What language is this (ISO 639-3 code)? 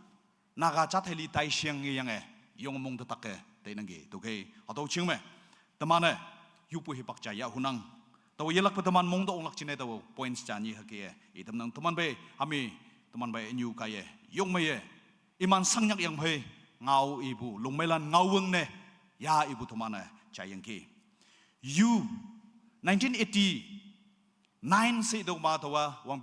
nag